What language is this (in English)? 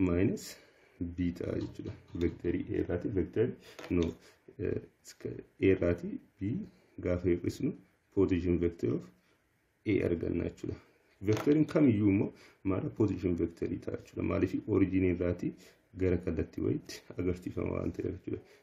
Oromo